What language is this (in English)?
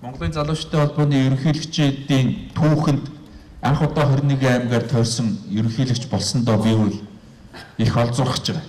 Mongolian